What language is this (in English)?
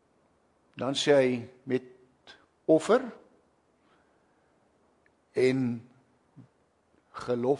Afrikaans